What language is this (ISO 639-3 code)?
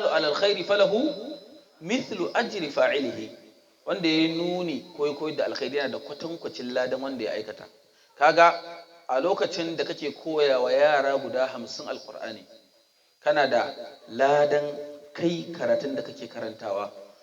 hau